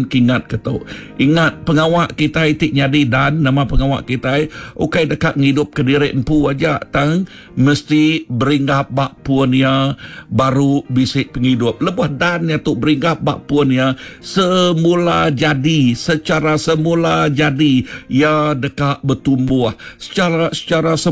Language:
Iban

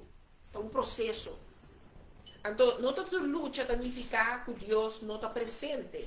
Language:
Papiamento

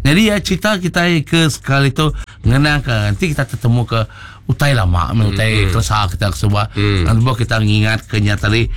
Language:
Iban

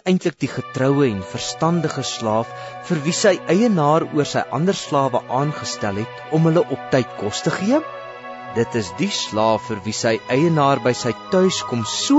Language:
Afrikaans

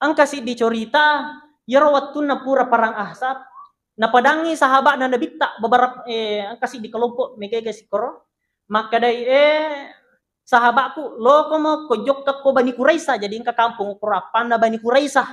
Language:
Buginese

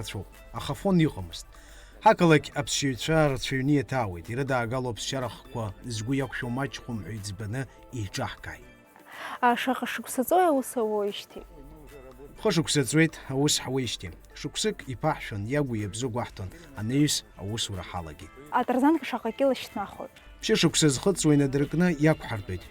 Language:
Abkhazian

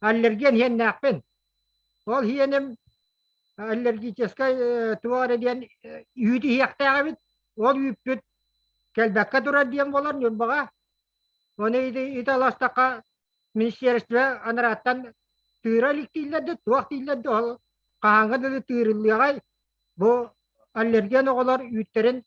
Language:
Yakut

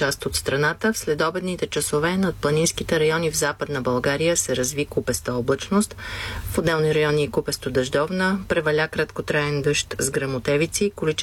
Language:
Bulgarian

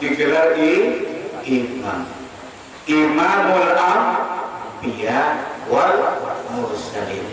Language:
Banjar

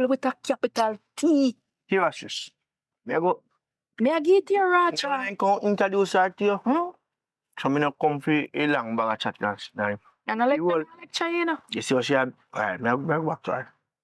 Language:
Jamaican Creole English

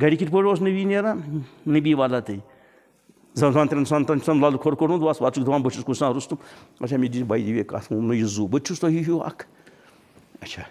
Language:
Kashmiri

